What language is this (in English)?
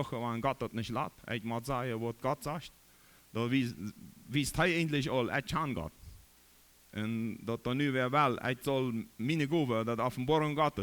Plautdietsch